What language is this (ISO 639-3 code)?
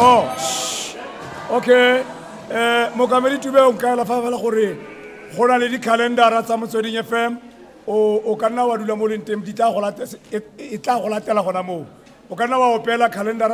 tsn